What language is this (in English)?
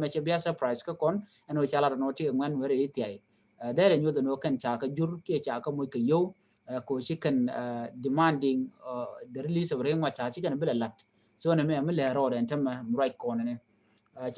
Nuer